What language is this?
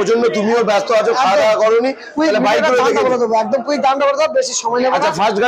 Bangla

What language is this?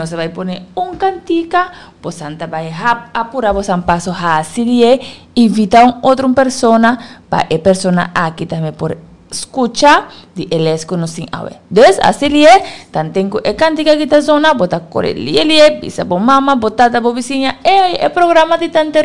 Papiamento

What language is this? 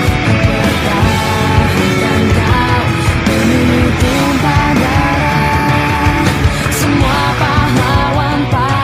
Betawi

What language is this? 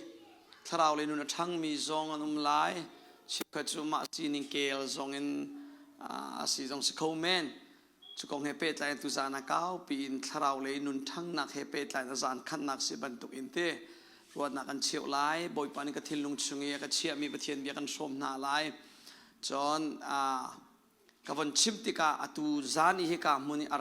Hakha Chin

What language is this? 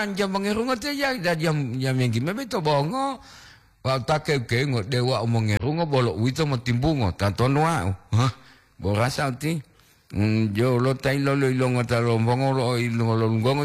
Gorontalo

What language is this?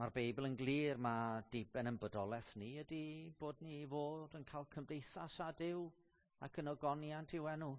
Welsh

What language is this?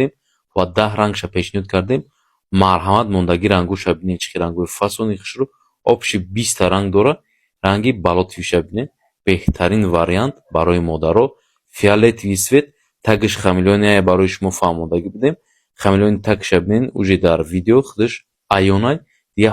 Tajik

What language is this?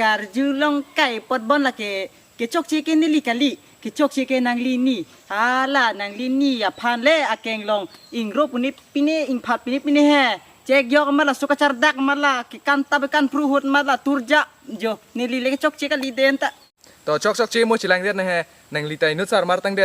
Karbi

